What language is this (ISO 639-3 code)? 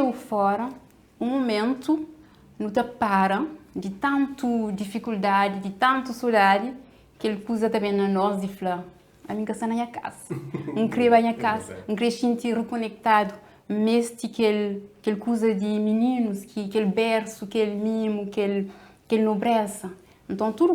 kea